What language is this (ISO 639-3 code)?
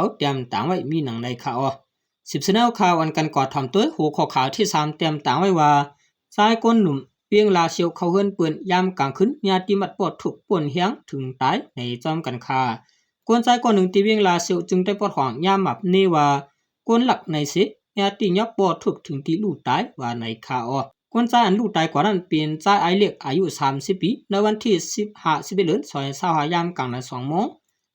shn